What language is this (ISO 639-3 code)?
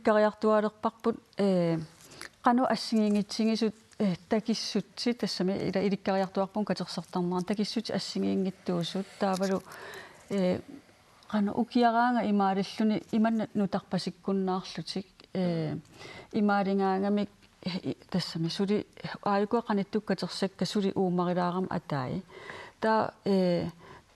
kal